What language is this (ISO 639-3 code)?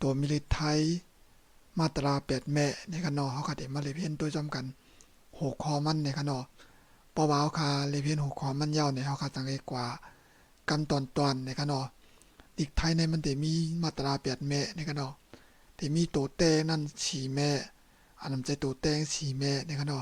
shn